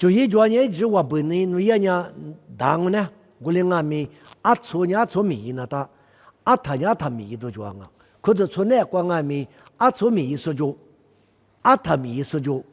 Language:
Lisu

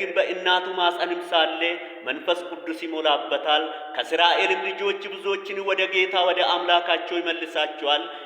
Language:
Amharic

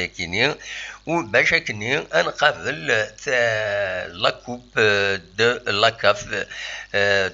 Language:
Kabyle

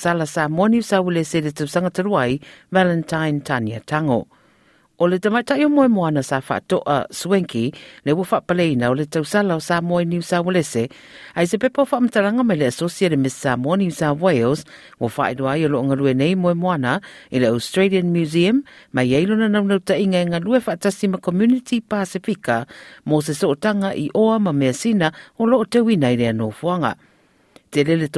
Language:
Samoan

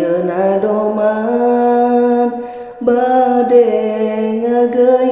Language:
Sundanese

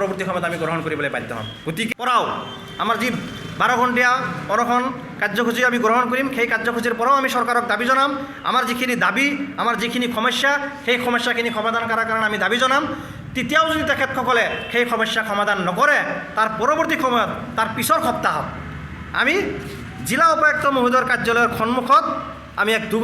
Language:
Assamese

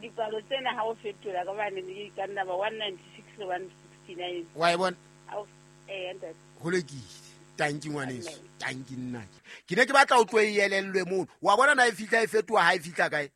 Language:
Southern Sotho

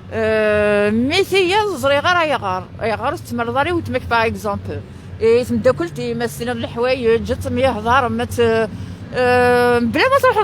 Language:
Kabyle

